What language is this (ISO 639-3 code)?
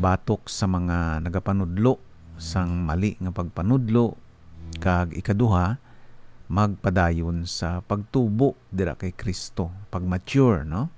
hil